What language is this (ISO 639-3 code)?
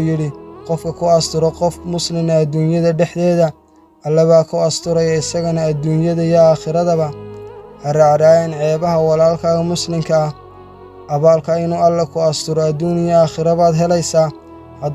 som